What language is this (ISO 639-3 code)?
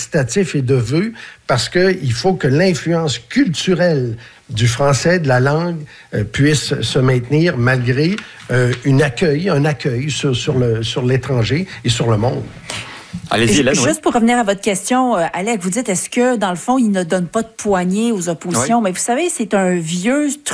fra